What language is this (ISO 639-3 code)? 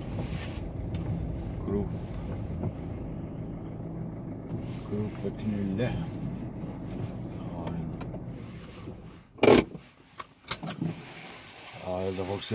isl